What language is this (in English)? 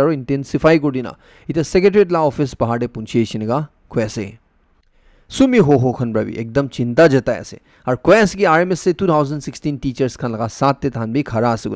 Naga Pidgin